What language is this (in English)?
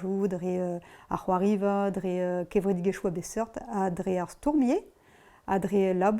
Breton